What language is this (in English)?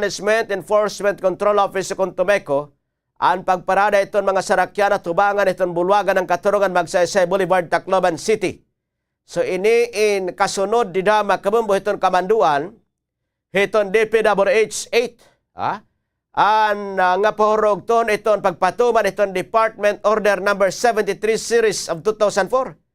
Waray